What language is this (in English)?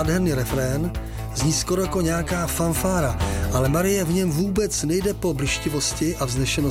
Czech